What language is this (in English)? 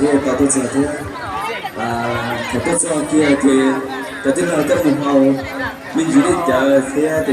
Hmong